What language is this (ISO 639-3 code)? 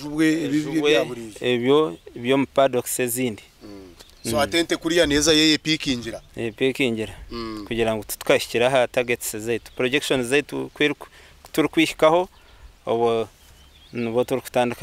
nyn